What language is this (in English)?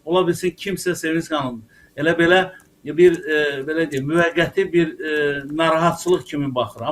Azerbaijani